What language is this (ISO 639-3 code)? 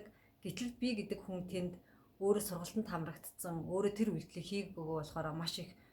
mon